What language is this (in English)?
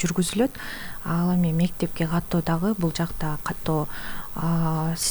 Kyrgyz